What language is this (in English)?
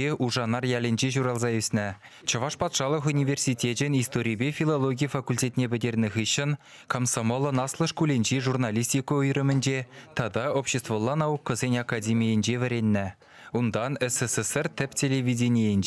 Chuvash